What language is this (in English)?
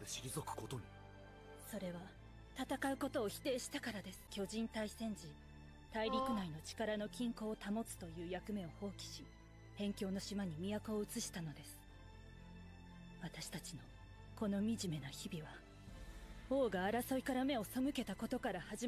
Japanese